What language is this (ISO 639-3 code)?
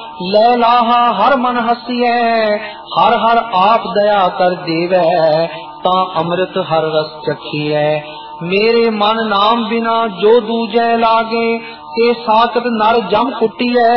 pan